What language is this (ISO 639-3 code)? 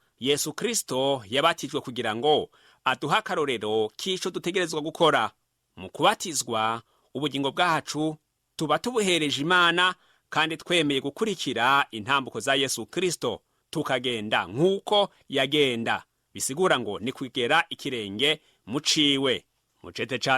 run